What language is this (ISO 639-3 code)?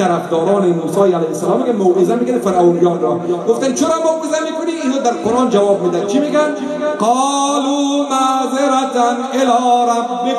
fas